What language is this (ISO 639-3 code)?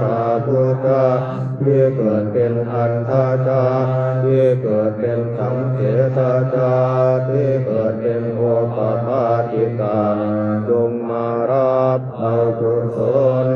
pli